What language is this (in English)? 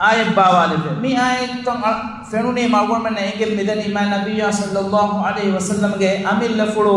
Divehi